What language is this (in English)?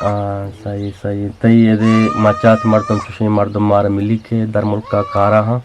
Eastern Balochi